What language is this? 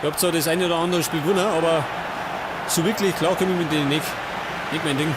Bavarian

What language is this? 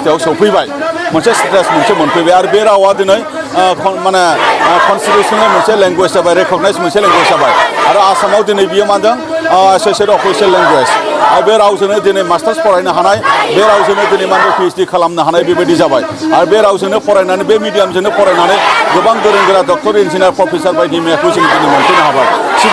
Bodo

